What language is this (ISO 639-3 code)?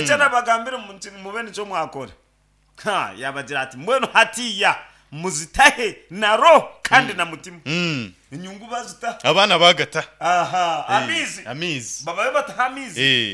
nyn